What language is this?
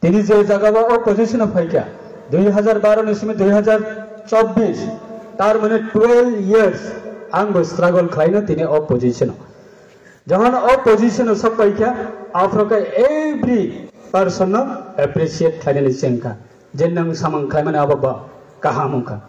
Riang (India)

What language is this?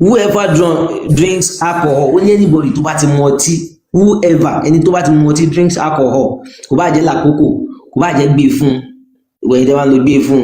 Yoruba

